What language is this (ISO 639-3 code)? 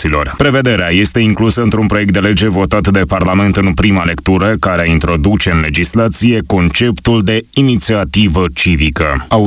ron